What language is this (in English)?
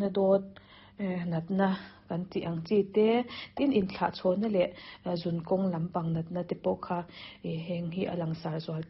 Mizo